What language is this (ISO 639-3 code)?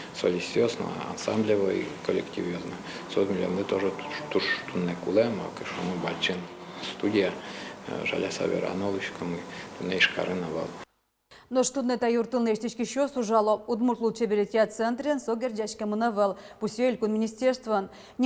udm